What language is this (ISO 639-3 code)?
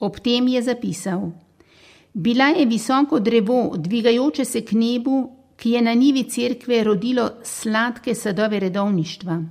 slv